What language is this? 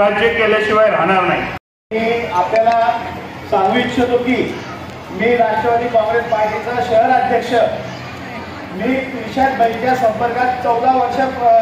Marathi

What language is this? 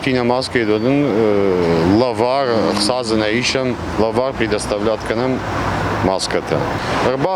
Ossetic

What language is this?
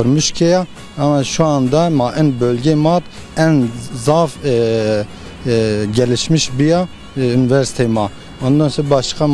Zaza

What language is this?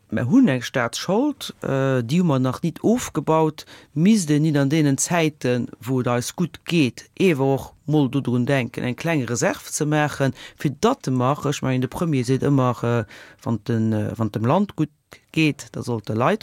Luxembourgish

